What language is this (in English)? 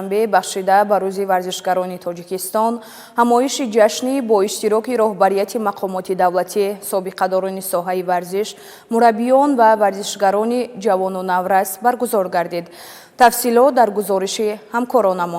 Tajik